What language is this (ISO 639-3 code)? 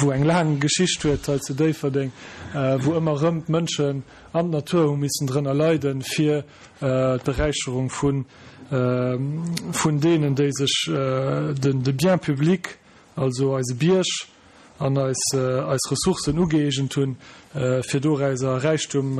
ltz